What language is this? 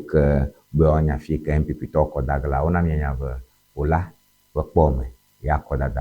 Ewe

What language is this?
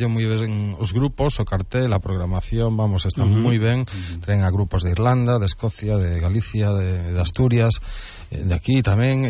Galician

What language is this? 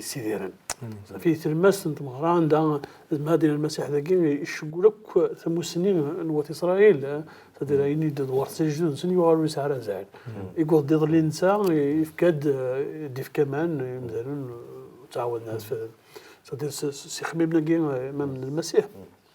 Kabyle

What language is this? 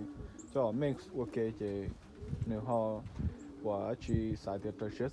Hmong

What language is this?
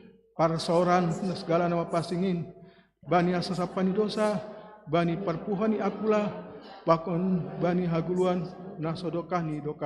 Batak Simalungun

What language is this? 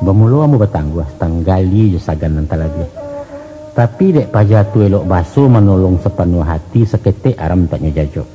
Minangkabau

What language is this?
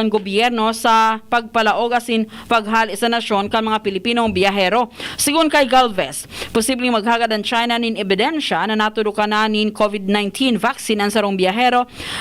Bikol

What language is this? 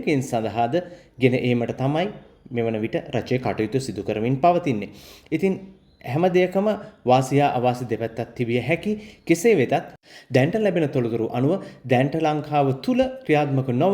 Sinhala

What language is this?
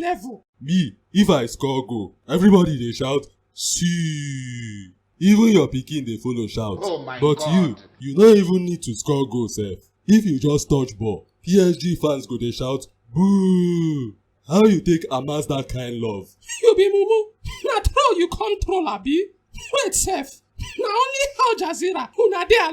Nigerian Pidgin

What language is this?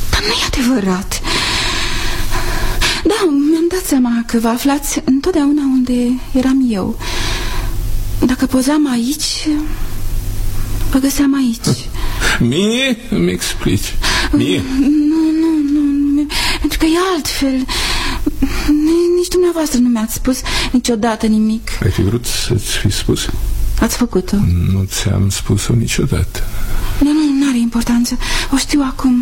Romanian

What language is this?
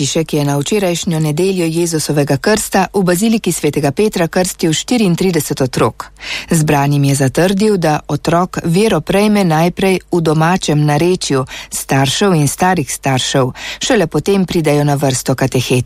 Slovenian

